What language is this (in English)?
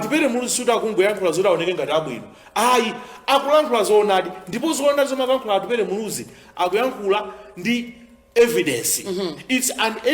Nyanja